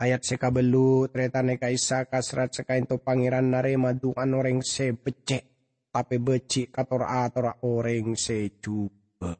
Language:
Madurese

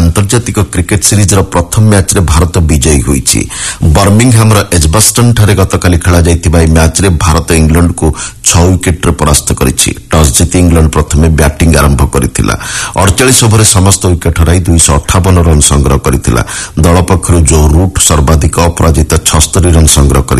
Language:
Odia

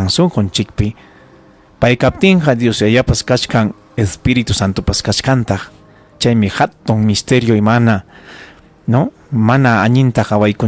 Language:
Ayacucho Quechua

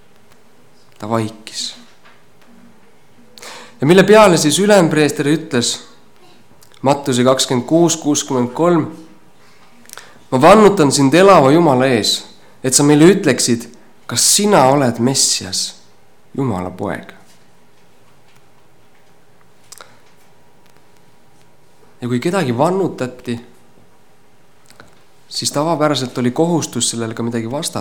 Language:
Estonian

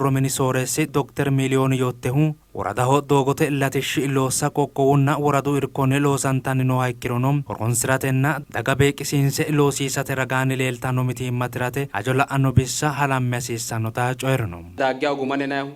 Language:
Sidamo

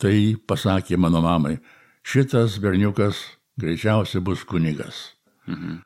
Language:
Lithuanian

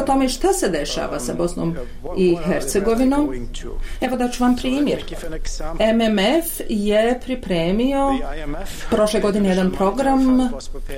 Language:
Bosnian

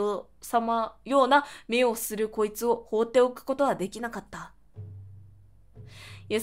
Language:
Japanese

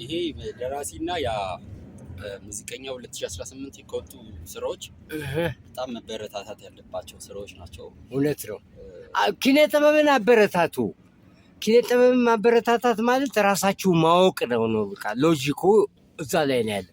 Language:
Amharic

